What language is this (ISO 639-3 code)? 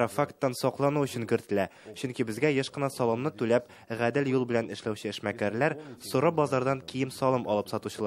tat